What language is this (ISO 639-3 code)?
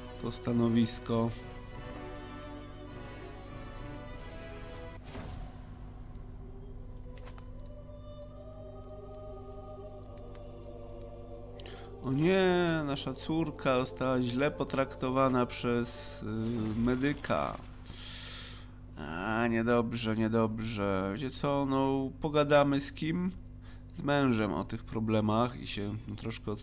pol